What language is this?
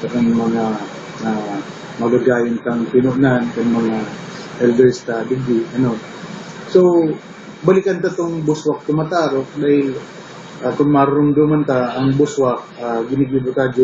Bikol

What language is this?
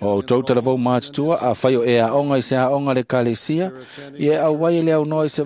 Samoan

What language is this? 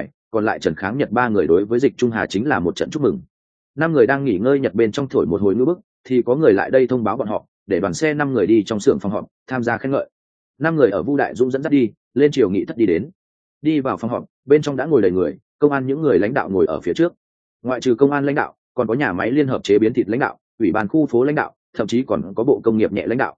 Vietnamese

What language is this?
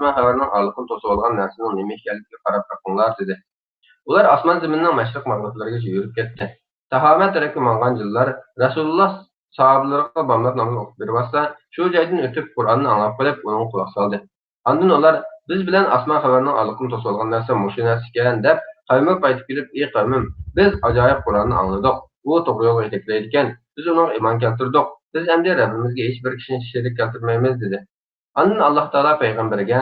Uyghur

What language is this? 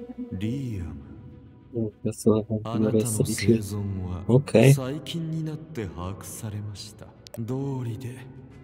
Japanese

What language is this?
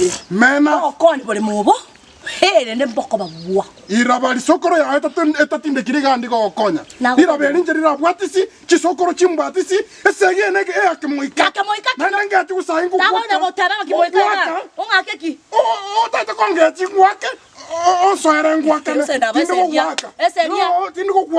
Gusii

